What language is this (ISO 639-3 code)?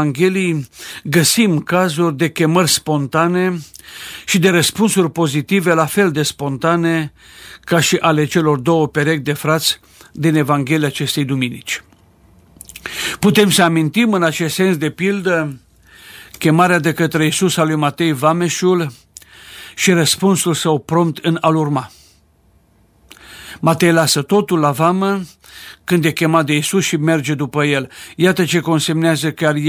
ron